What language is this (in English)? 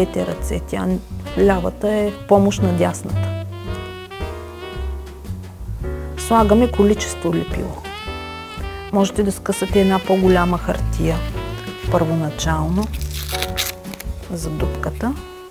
Bulgarian